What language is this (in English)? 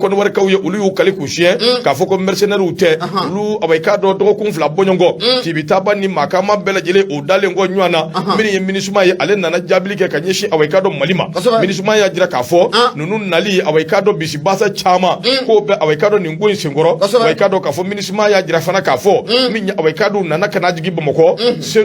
Bambara